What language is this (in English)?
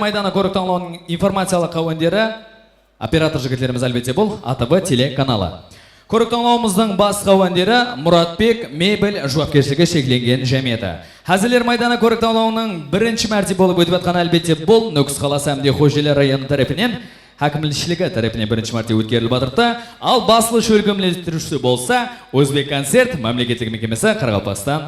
Kara-Kalpak